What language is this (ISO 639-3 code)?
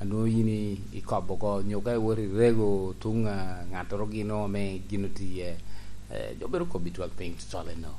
laj